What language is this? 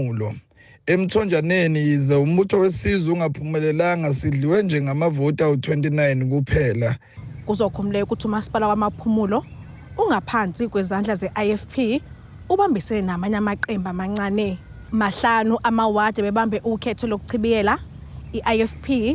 Zulu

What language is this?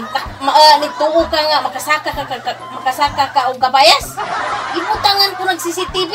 Cebuano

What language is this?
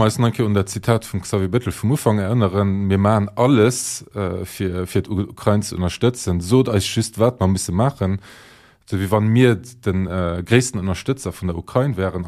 Luxembourgish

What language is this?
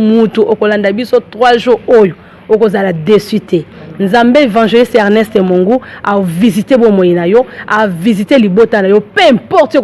Lingala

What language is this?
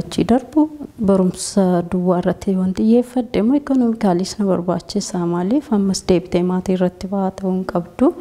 Oromo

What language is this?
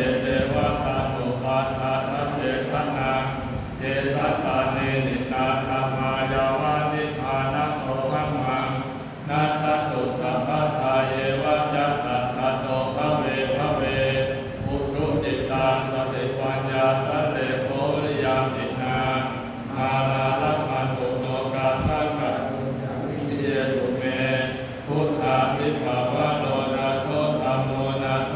Pali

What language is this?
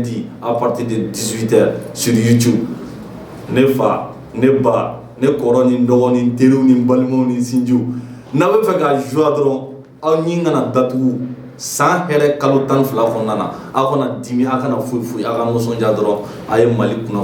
Bambara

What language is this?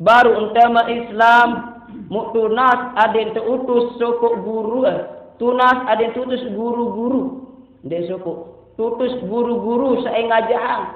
Sasak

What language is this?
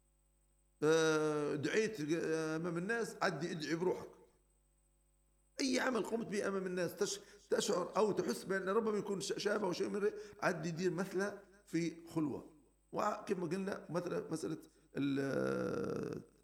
Arabic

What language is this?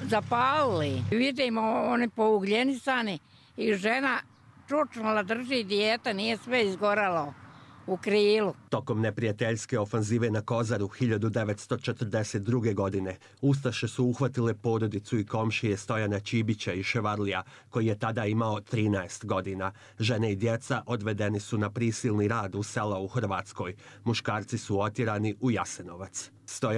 Croatian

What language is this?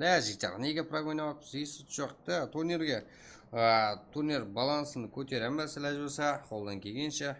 Kara-Kalpak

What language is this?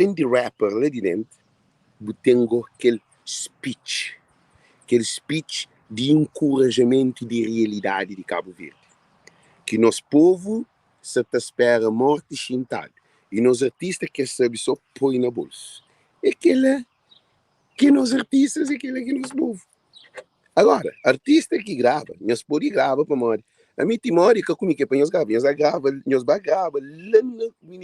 Kabuverdianu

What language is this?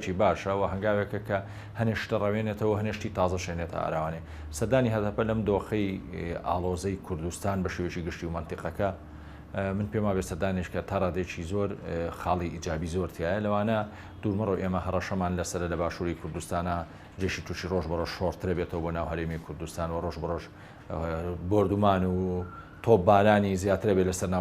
Central Kurdish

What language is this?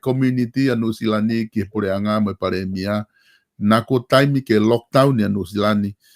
Tongan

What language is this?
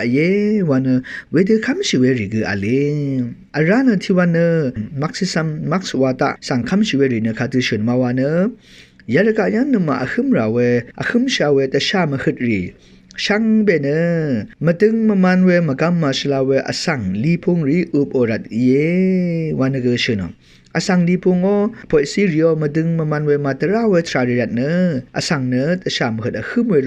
Rawang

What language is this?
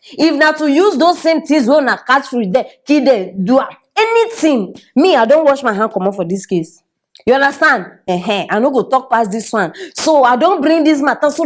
Nigerian Pidgin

